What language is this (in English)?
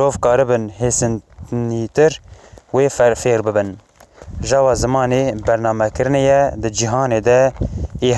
Kurdish